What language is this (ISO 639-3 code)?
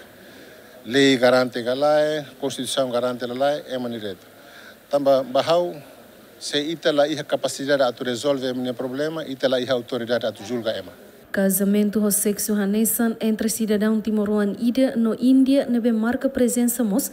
tet